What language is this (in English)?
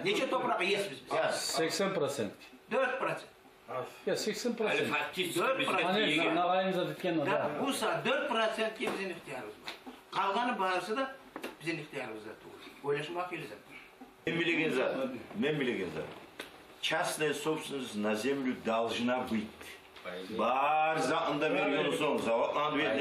Kumyk